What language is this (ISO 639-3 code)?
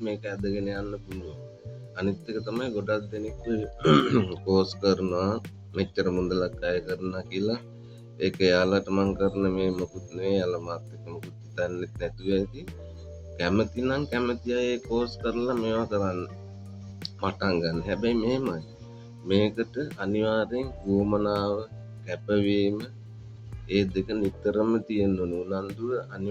sin